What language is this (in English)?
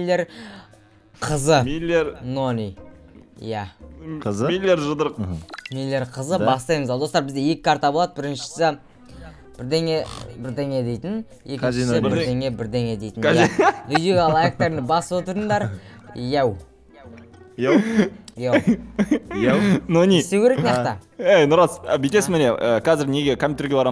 Kazakh